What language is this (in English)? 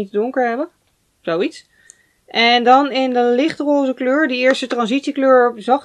Dutch